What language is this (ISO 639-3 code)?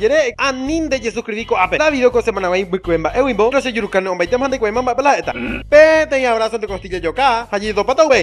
grn